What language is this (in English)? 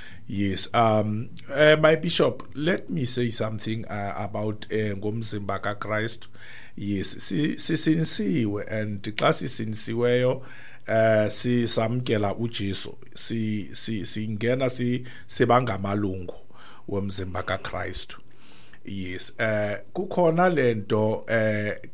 Xhosa